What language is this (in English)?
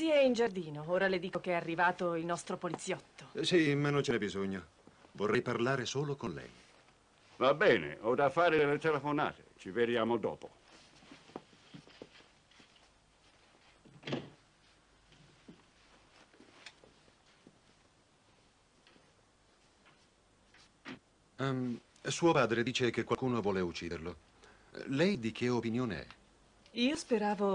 Italian